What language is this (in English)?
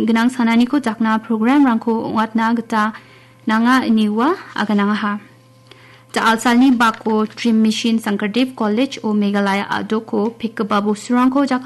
Garo